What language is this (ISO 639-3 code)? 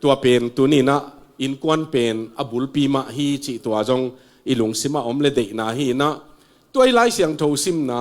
ctd